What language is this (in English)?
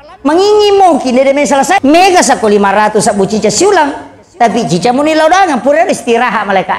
Buginese